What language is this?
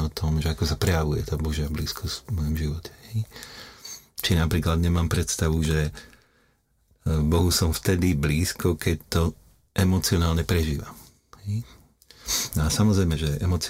Slovak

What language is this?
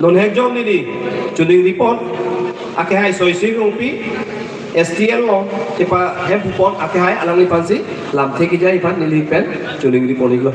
Karbi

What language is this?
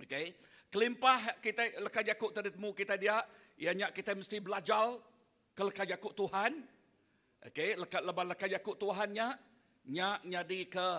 Iban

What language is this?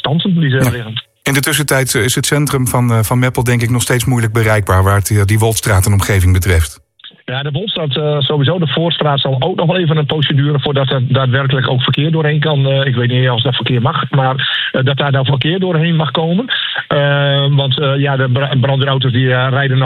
Dutch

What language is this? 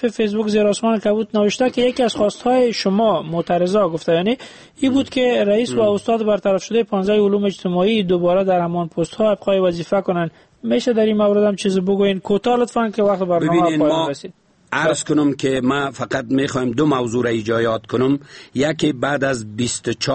Persian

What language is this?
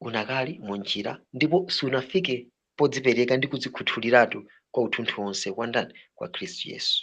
Nyanja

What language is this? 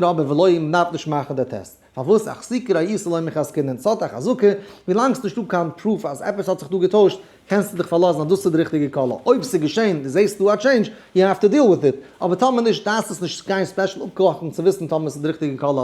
Yiddish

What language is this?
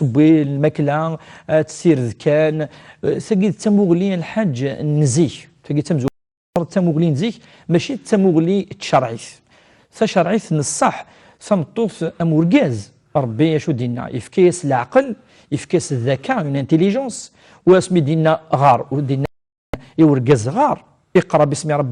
Kabyle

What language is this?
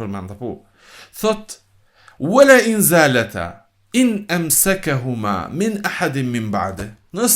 Albanian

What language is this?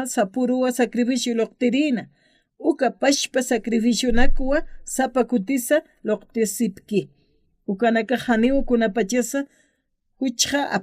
Aymara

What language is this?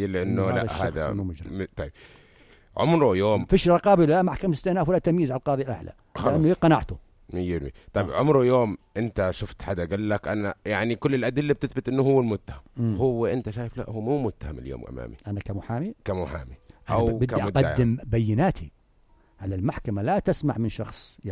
North Levantine Arabic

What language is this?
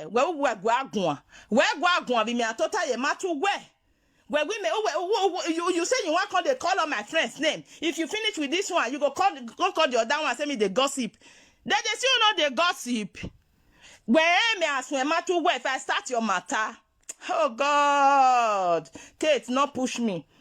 Nigerian Pidgin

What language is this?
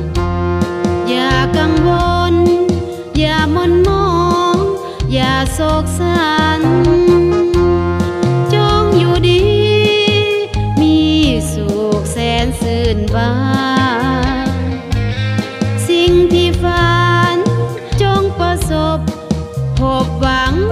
Thai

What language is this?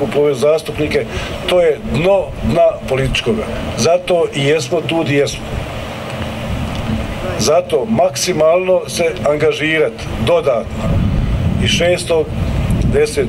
Croatian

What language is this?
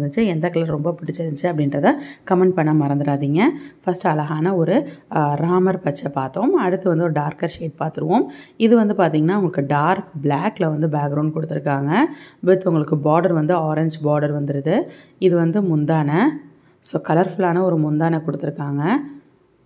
Tamil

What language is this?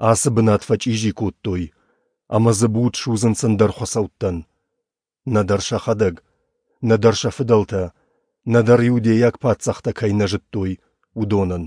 Ossetic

